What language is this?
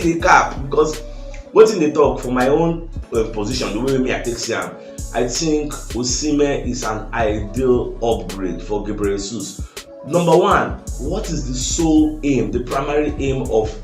Nigerian Pidgin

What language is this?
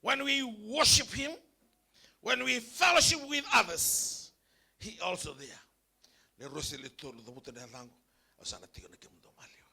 Fijian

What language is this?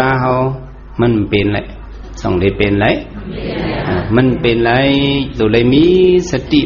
Shan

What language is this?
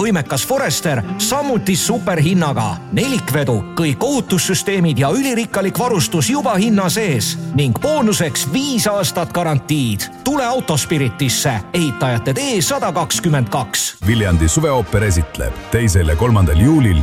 Estonian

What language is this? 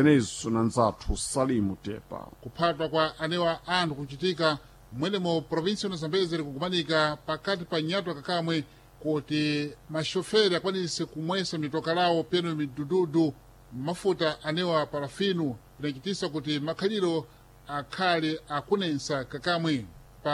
Sena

